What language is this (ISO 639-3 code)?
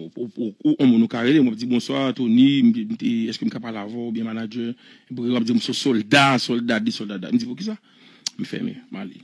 hat